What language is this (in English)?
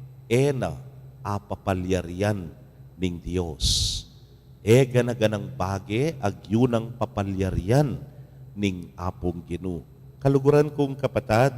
Pampanga